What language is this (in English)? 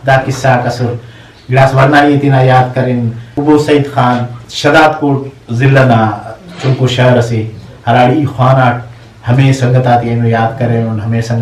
Brahui